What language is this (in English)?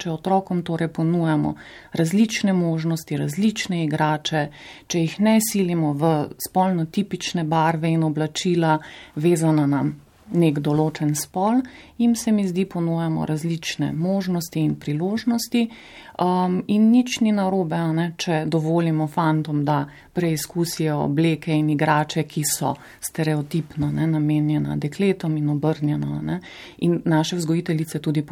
Slovenian